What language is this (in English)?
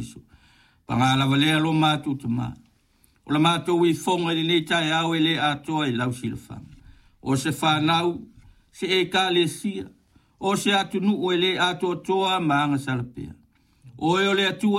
Samoan